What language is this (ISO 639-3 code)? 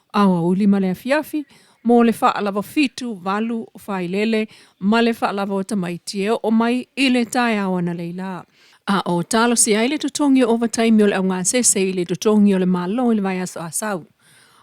smo